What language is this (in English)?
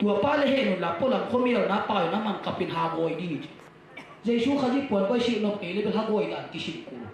Tedim Chin